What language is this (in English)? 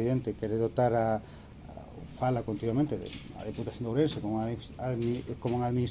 Galician